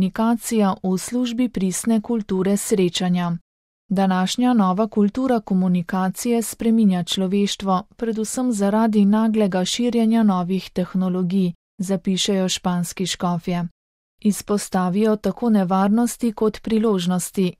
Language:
Slovenian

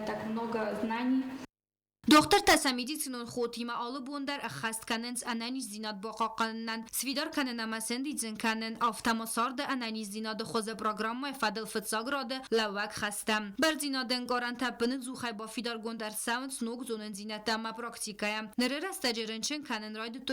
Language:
Ossetic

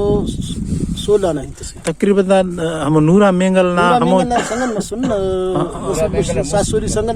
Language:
Brahui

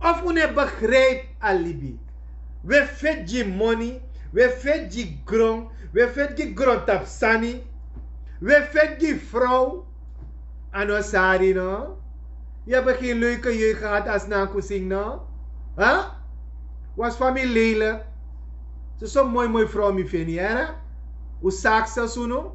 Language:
Sranan Tongo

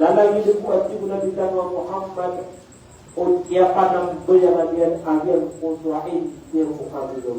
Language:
Maranao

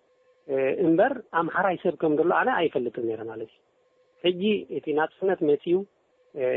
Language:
Tigrinya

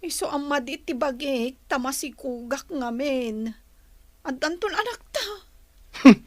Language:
Iloko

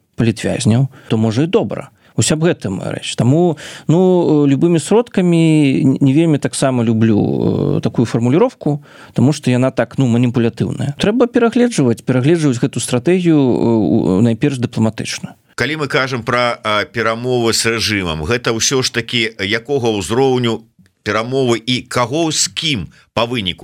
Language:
Belarusian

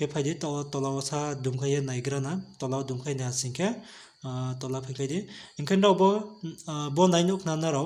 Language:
Riang (India)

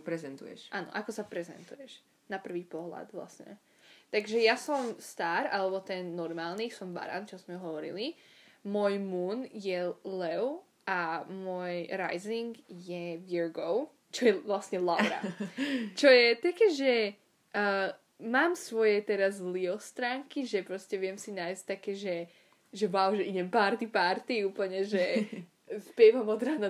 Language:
Slovak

